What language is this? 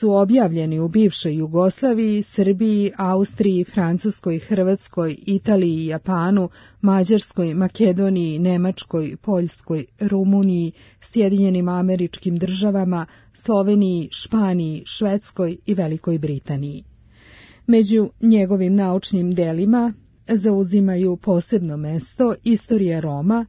Serbian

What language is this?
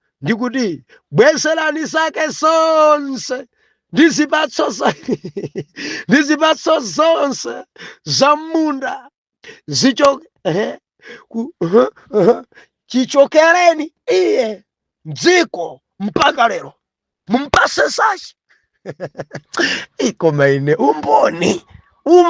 Nyanja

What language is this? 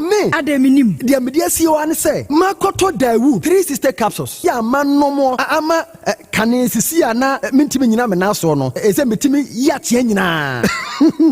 Akan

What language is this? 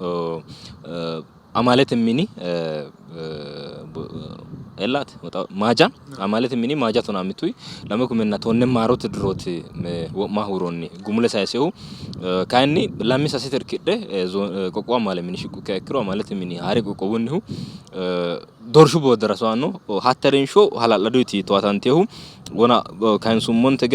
Sidamo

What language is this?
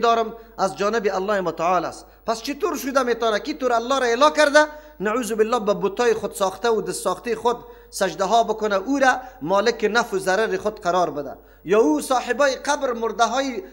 Persian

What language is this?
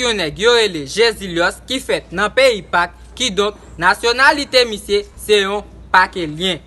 Haitian Creole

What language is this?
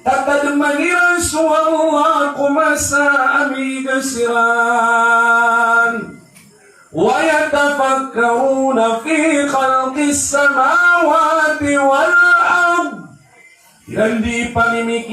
Maranao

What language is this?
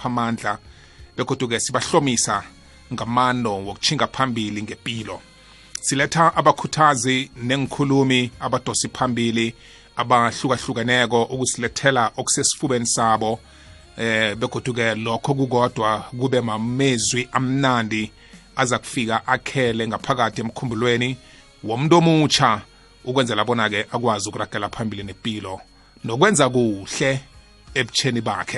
South Ndebele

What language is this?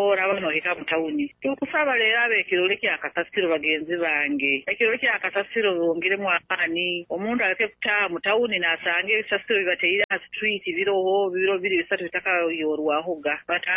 Nyoro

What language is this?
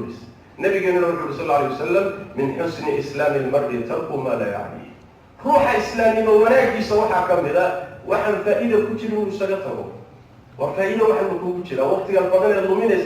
Somali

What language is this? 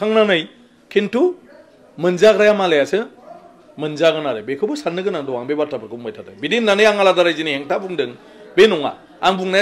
Bodo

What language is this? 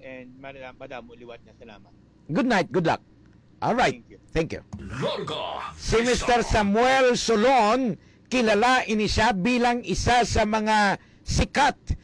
Hiligaynon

